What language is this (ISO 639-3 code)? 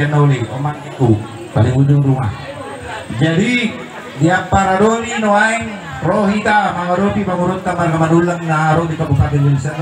bbc